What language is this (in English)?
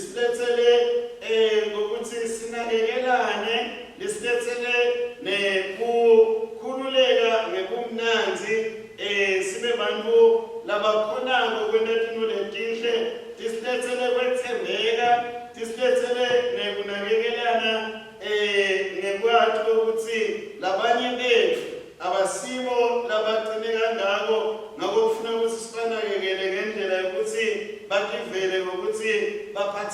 Swati